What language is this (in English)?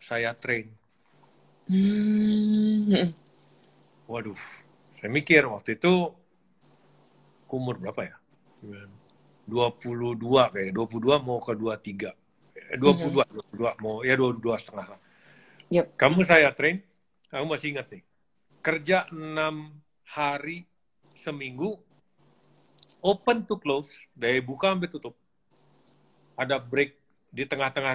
Indonesian